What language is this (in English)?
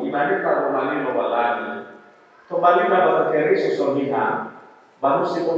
Nias